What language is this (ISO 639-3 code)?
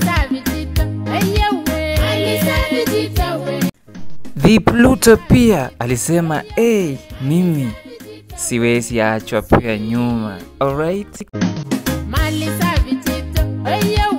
swa